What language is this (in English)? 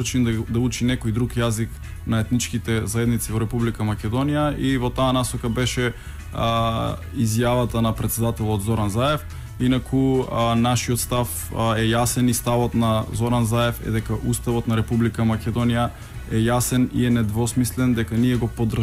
Macedonian